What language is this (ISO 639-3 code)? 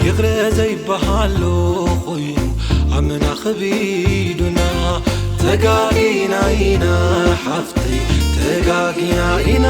tir